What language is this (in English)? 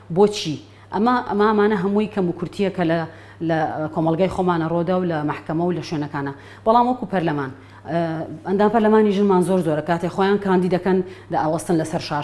Central Kurdish